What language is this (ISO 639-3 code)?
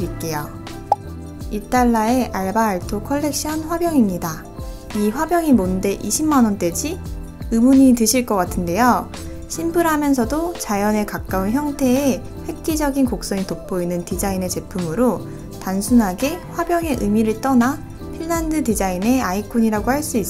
kor